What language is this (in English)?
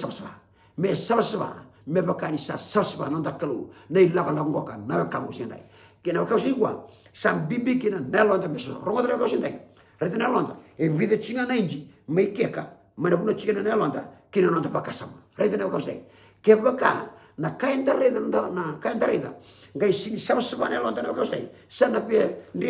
Fijian